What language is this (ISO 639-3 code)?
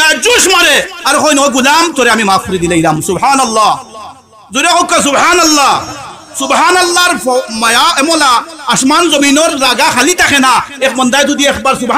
syl